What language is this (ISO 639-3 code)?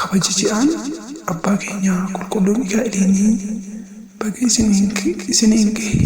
orm